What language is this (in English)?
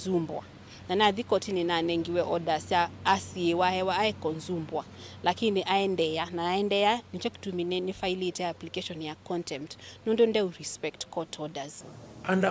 Kamba